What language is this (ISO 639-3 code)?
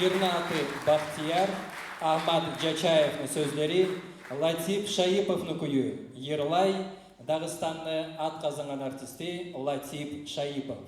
kum